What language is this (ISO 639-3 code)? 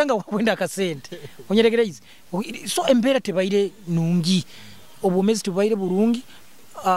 nyo